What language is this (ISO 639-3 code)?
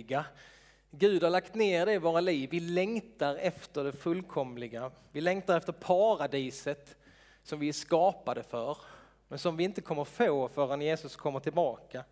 swe